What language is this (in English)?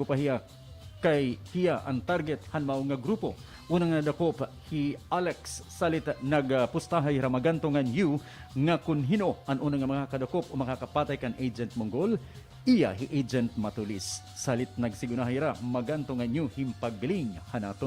Waray